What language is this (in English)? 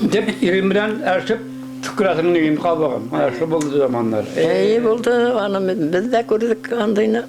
Bashkir